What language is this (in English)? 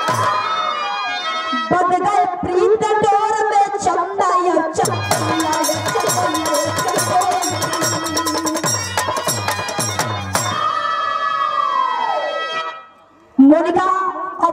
Bhojpuri